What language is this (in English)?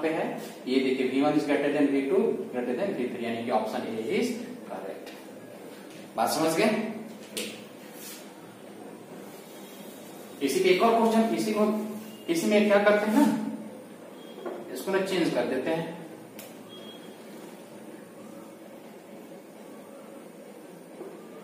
Hindi